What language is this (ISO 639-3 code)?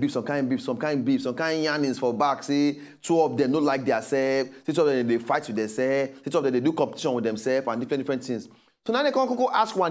pcm